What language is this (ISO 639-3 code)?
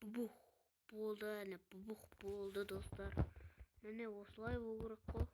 kaz